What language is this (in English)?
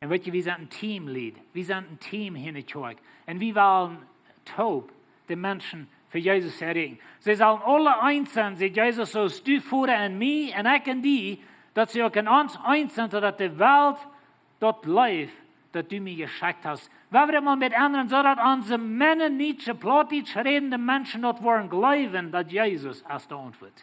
Plautdietsch